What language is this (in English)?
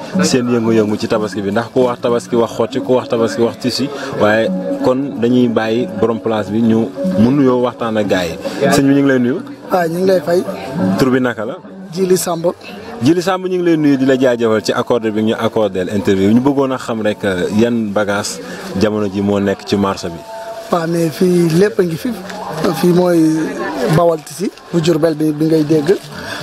Wolof